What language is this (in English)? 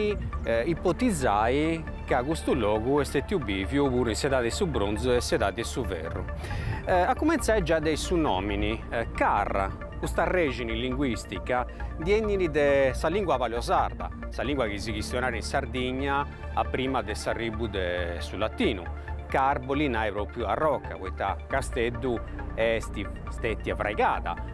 Sardinian